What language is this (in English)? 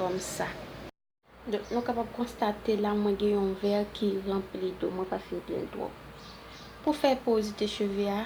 Haitian Creole